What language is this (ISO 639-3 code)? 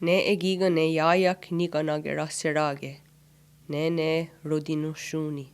moh